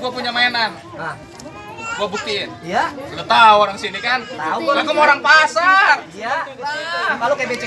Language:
Betawi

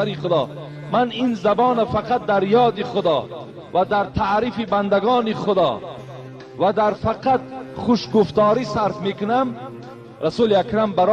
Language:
Tajik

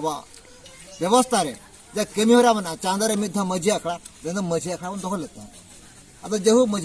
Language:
Santali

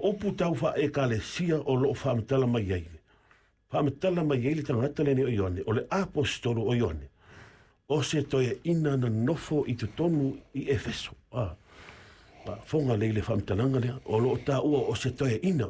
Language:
Samoan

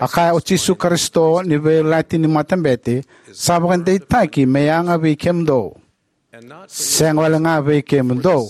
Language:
Fijian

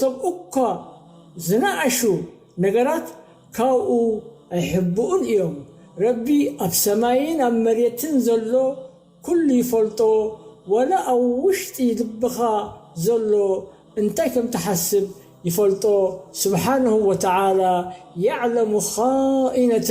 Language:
Tigrinya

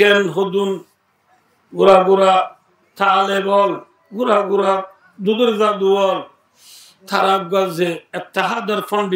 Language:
Rohingya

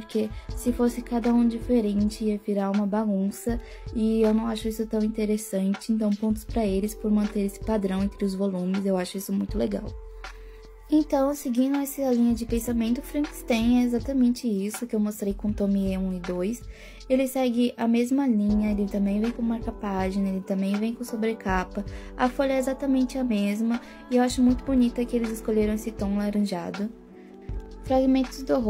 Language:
Portuguese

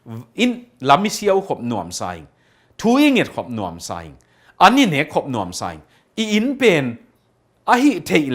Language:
Tedim Chin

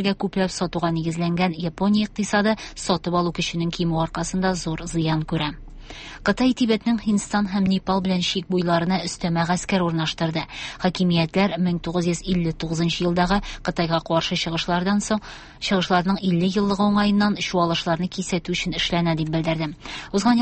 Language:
Tatar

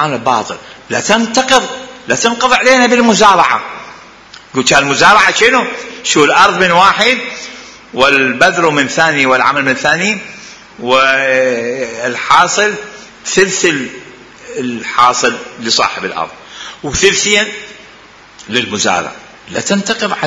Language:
Mesopotamian Arabic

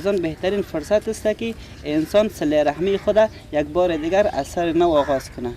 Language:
Persian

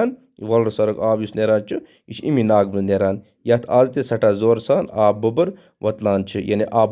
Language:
Kashmiri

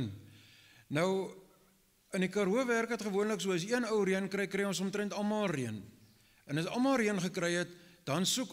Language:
Afrikaans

